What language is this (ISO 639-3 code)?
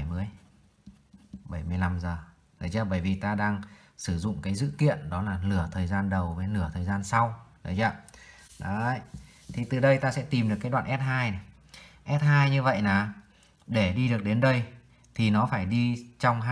vie